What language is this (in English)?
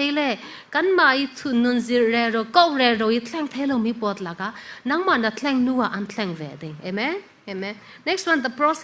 Falam Chin